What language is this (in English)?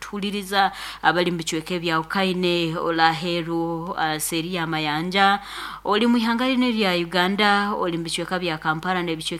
Nyoro